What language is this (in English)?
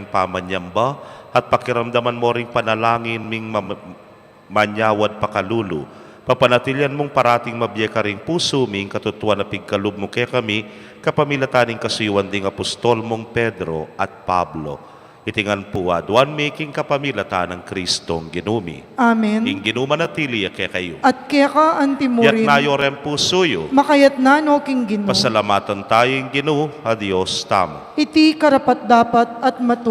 Pampanga